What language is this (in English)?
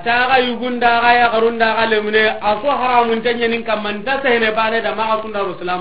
Soninke